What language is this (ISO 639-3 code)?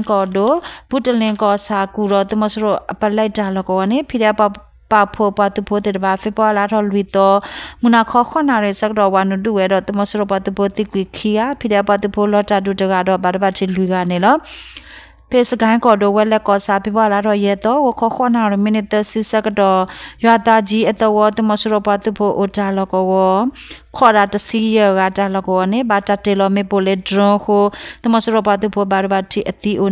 ksw